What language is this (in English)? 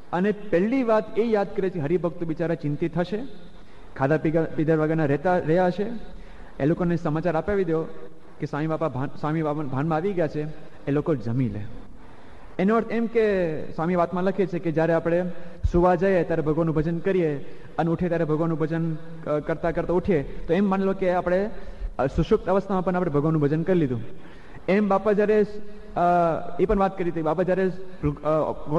Gujarati